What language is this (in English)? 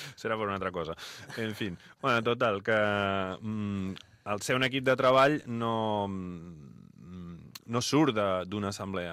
Catalan